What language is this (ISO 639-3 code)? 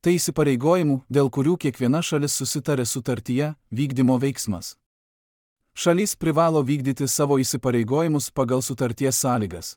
lit